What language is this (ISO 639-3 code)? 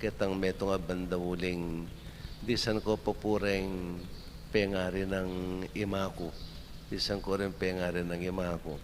pam